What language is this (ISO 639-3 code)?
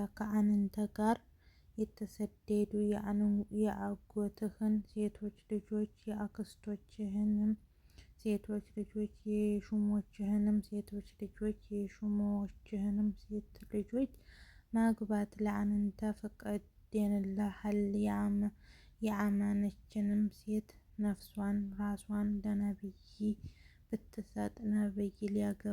amh